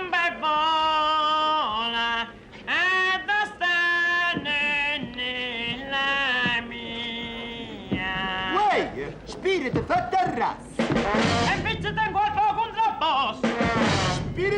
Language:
Neapolitan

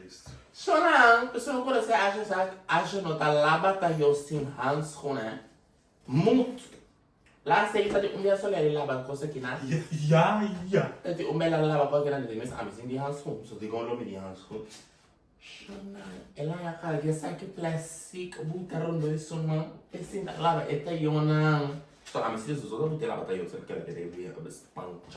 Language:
Papiamento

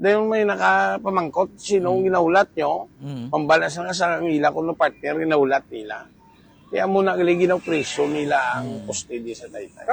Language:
Hiligaynon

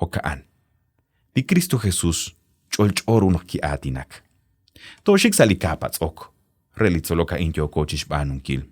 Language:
Kekchí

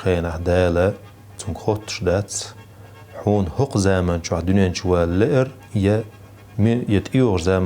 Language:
Chechen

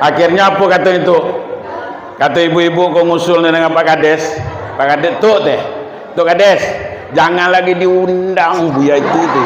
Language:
Minangkabau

